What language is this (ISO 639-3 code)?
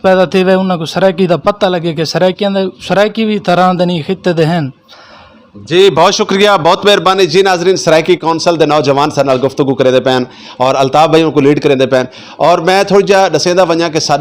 skr